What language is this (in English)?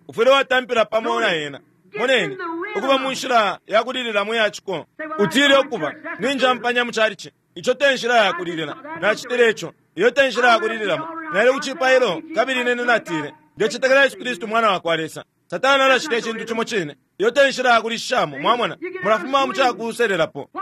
Bemba